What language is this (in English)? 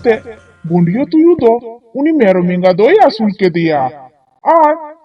Santali